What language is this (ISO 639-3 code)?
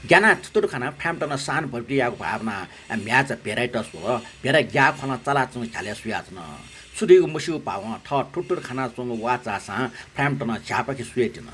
new